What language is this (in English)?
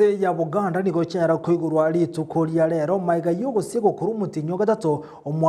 Gusii